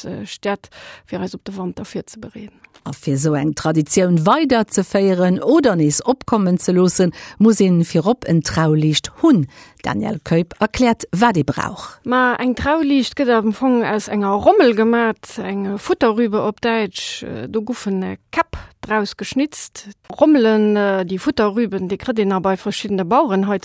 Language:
Luxembourgish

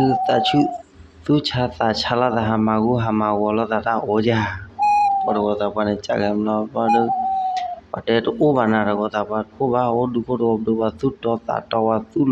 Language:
S'gaw Karen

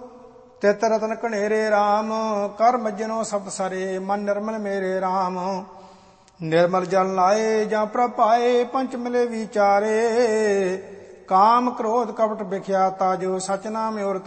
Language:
Punjabi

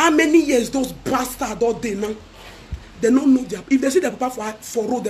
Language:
Nigerian Pidgin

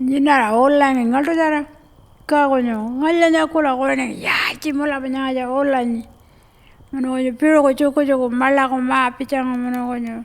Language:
Pitjantjatjara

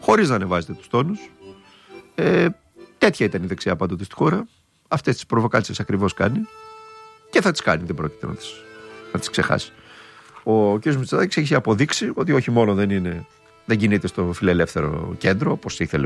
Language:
Greek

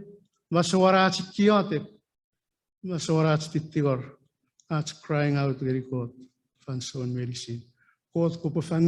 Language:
Chuukese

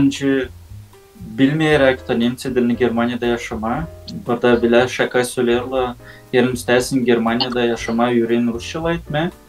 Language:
Gagauz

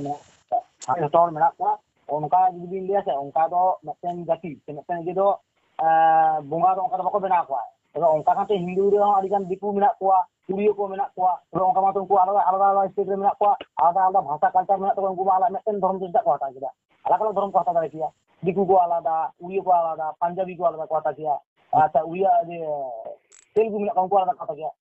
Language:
Santali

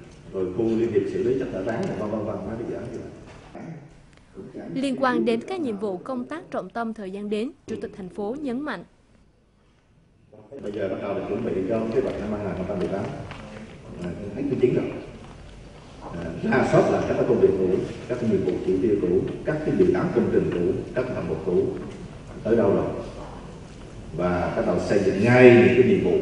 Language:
Vietnamese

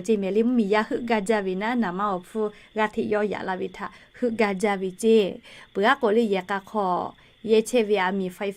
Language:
Lahu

